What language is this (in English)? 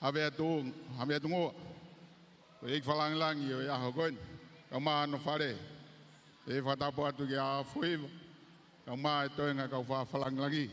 Tongan